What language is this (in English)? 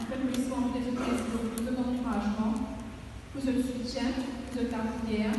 Morisyen